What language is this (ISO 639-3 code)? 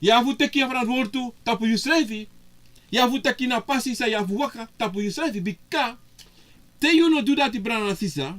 srn